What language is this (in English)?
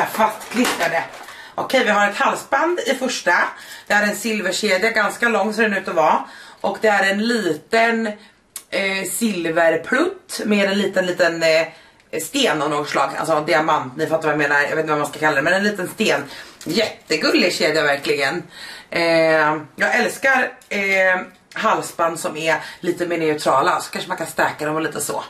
Swedish